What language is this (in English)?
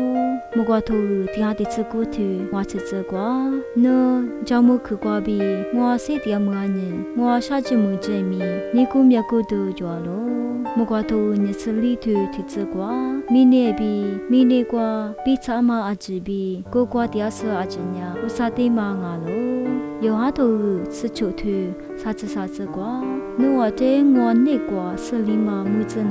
Lisu